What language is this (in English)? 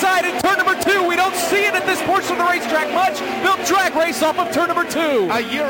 English